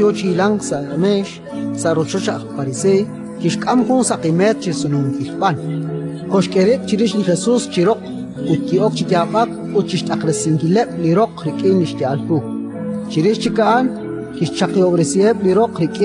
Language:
Kekchí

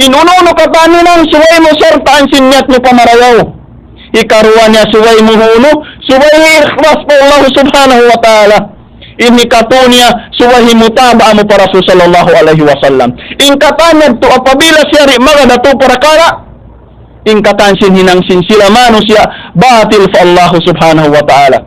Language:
Tausug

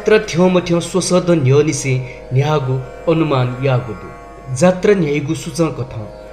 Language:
Newari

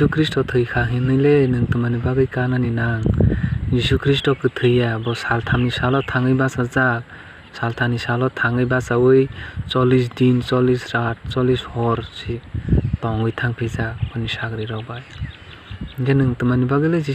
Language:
Kok Borok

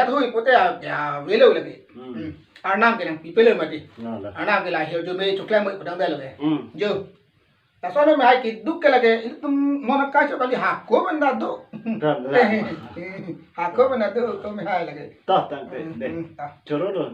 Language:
Karbi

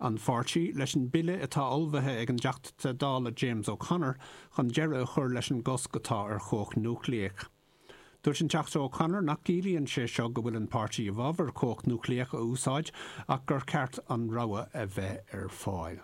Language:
Irish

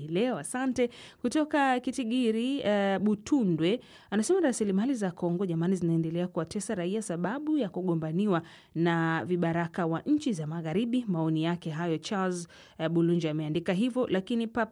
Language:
Swahili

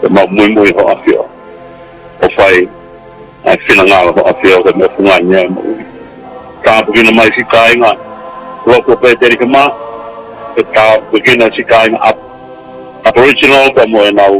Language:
Tongan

